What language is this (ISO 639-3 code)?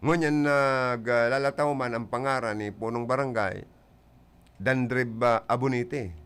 bik